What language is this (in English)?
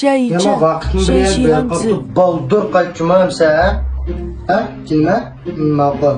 Uyghur